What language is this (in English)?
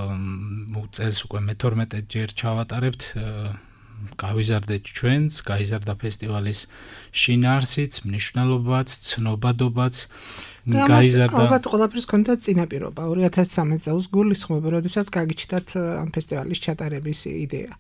Georgian